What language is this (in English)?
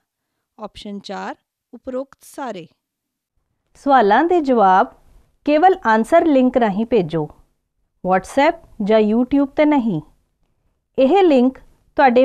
Punjabi